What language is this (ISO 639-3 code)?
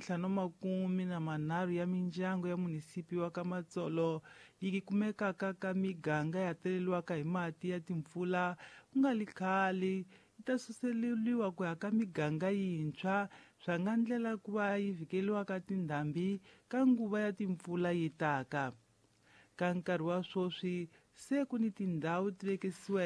tso